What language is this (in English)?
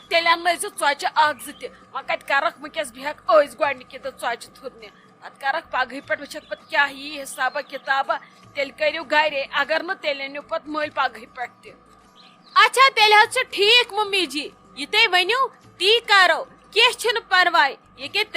Kashmiri